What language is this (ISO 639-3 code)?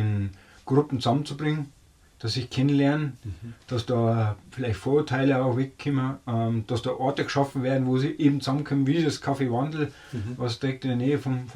bar